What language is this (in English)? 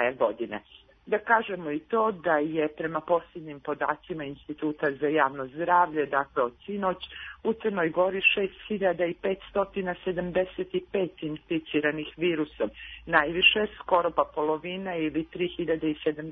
Serbian